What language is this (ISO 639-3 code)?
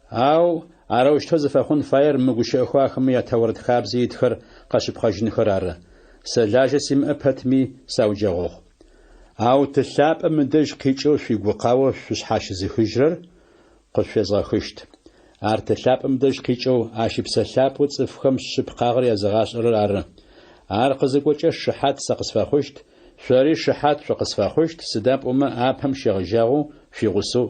ady